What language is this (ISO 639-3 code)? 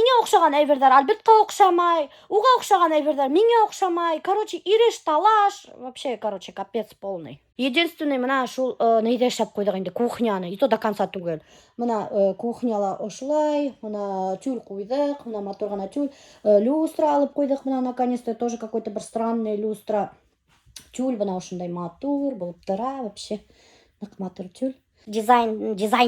bak